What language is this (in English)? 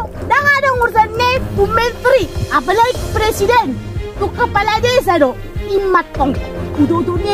Batak Toba